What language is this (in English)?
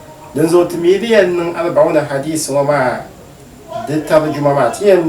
Dagbani